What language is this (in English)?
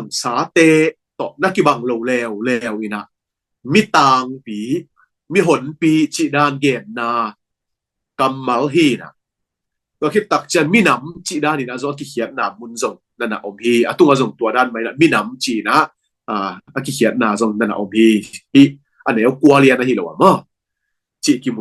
Tedim Chin